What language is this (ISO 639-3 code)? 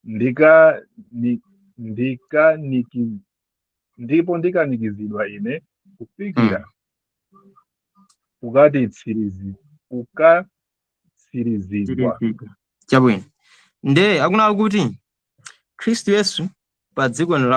nya